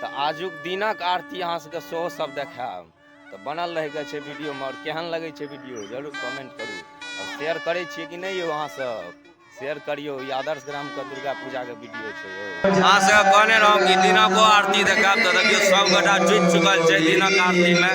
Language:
Maithili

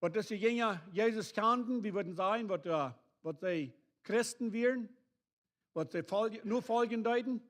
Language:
Plautdietsch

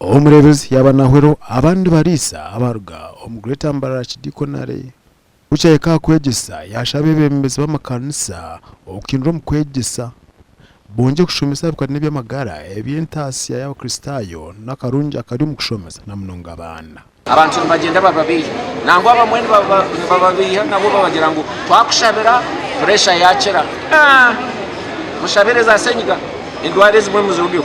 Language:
Nyankole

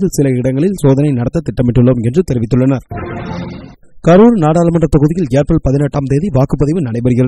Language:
Tamil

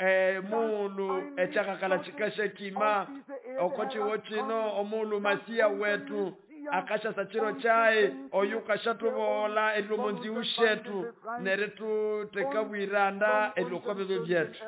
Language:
Nande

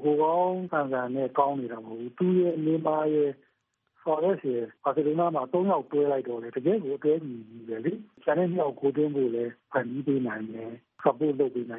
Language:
Burmese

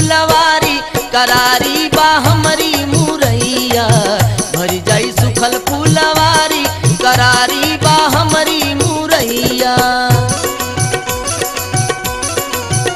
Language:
Bhojpuri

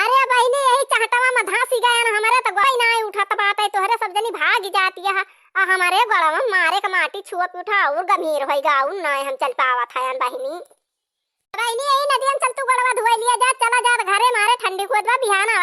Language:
Awadhi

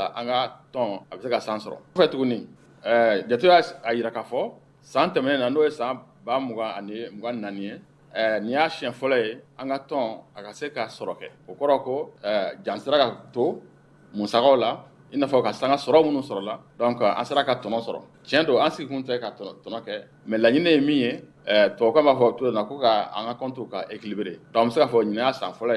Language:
Bambara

